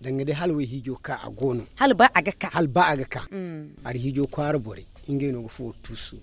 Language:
Zarma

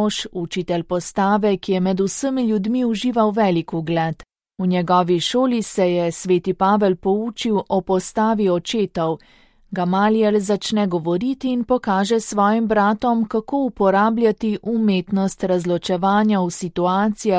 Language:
Slovenian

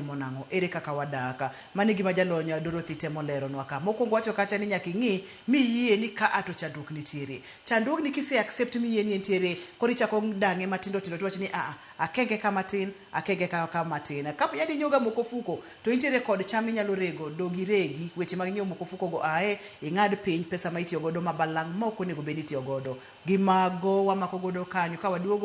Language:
Luo (Kenya and Tanzania)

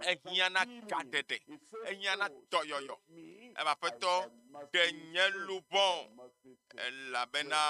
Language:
Ewe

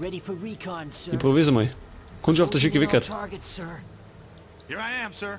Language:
Bavarian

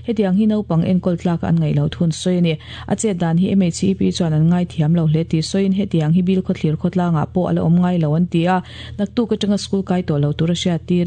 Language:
Mizo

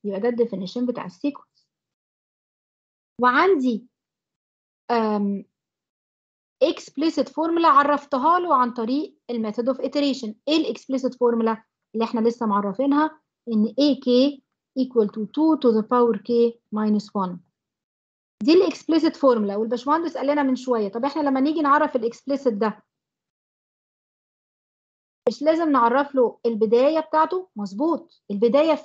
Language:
Egyptian Arabic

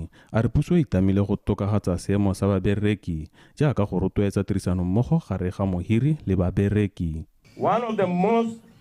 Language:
Tswana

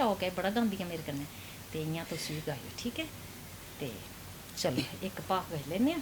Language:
Dogri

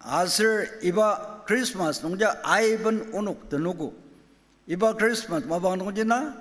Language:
Ao Naga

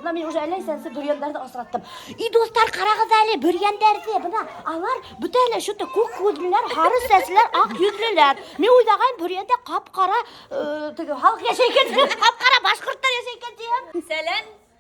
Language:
Bashkir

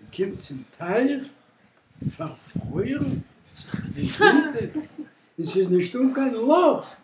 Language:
Yiddish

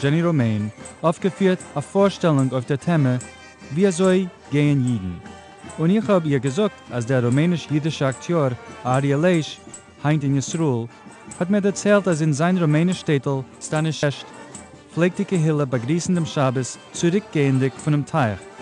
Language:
Yiddish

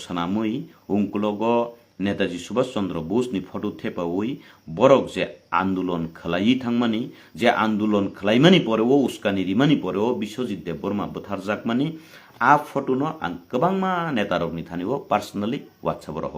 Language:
Kok Borok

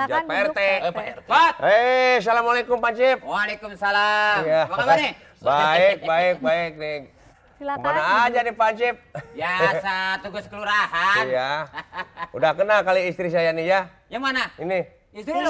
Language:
Betawi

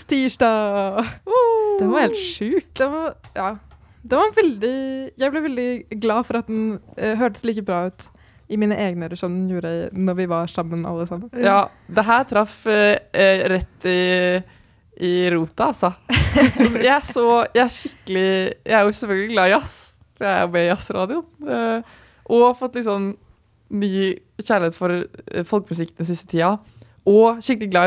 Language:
Norwegian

